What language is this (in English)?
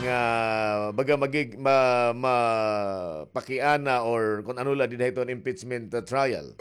Waray